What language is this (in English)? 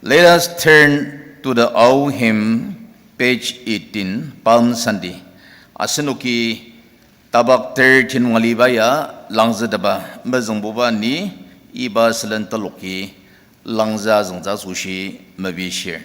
Ao Naga